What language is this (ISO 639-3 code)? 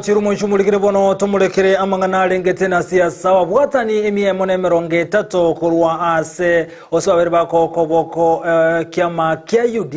guz